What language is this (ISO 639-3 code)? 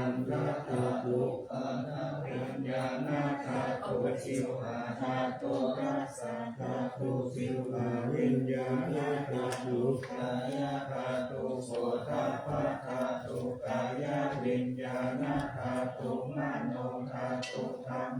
pli